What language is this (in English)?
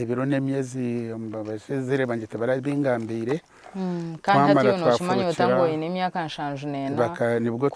Nyankole